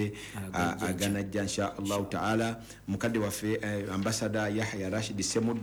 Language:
Ganda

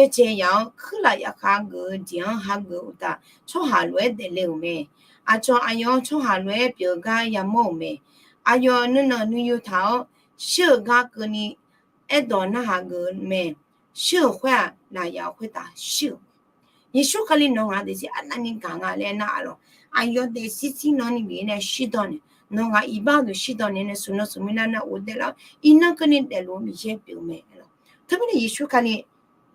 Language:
Akha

